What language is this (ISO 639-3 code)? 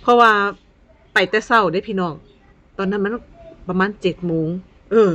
tts